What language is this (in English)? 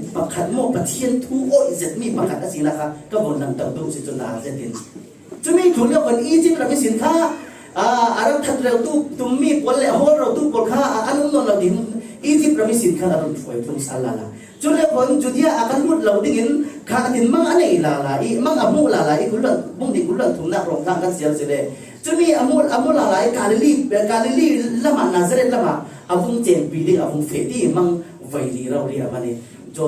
Falam Chin